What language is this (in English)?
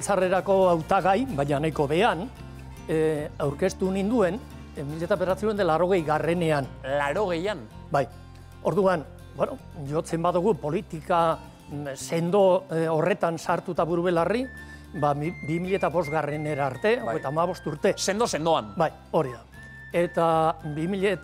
Basque